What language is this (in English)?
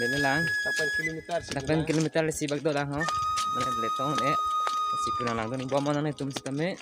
Karbi